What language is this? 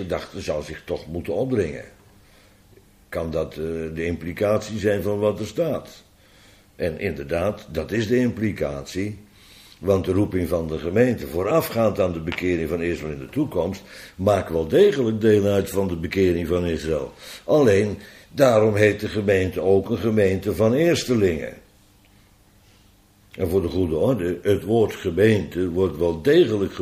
Dutch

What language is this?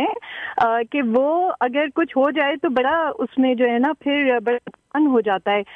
Urdu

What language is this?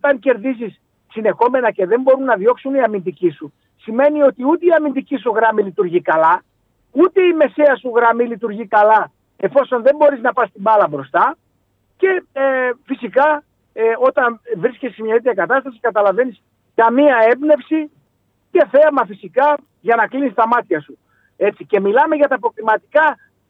Greek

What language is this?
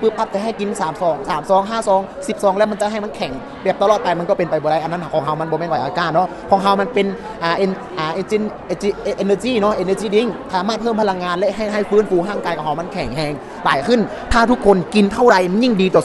Lao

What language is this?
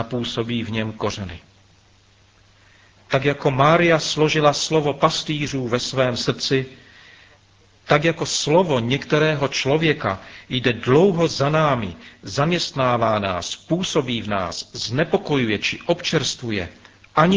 Czech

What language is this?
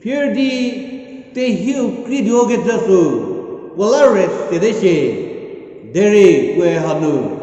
Angami Naga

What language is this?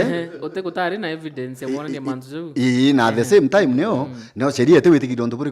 Meru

